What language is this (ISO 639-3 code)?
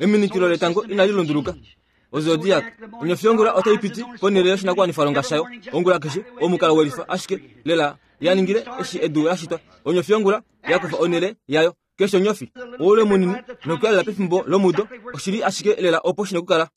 kua